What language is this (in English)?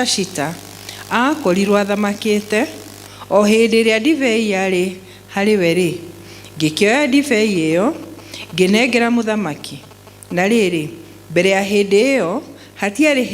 Kikuyu